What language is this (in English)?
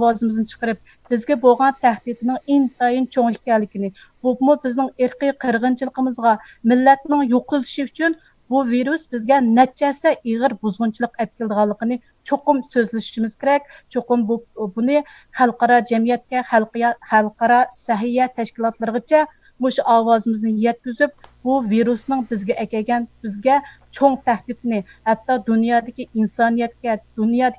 Uyghur